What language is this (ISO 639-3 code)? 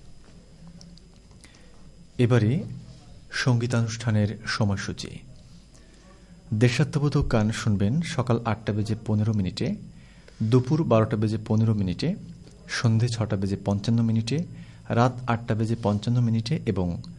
ben